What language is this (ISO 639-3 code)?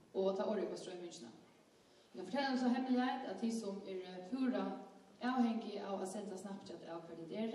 fao